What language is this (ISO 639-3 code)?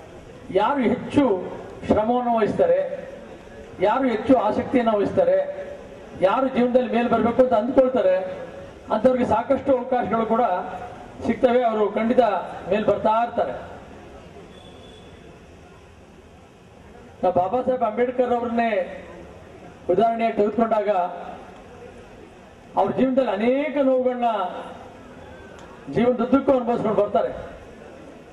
kan